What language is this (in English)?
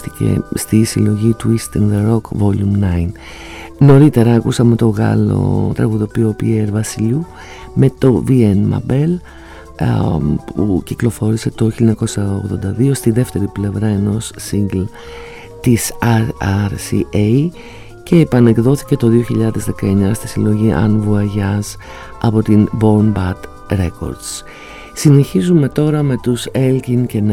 Greek